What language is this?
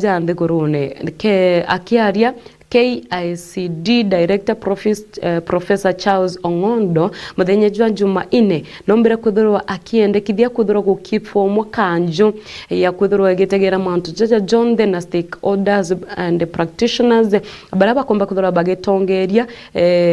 Meru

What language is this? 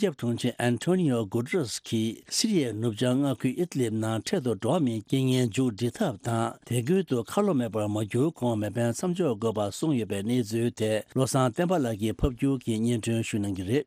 Tibetan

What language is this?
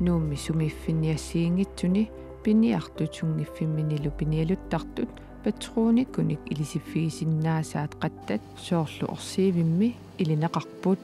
Kalaallisut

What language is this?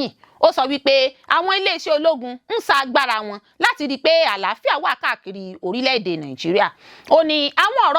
Yoruba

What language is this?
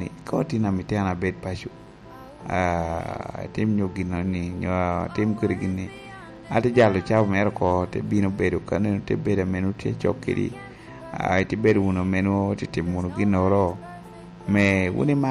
Lango (Uganda)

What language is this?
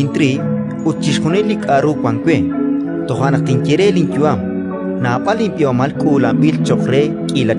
Kekchí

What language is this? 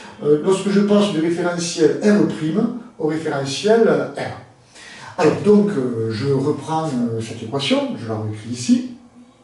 French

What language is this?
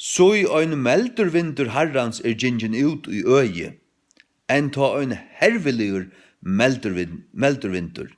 Faroese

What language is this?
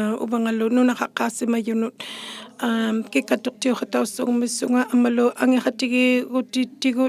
Inuktitut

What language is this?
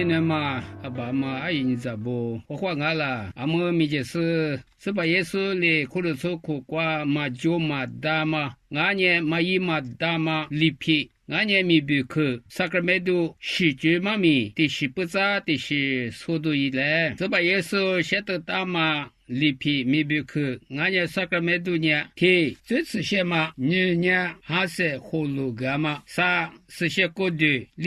Lisu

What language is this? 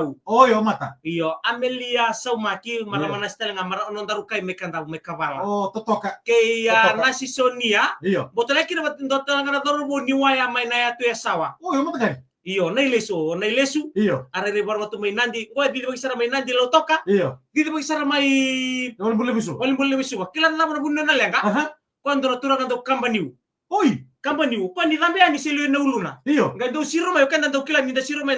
Fijian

